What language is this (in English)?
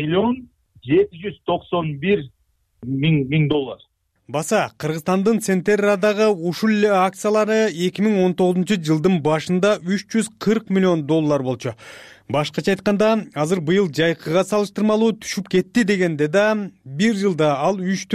Kyrgyz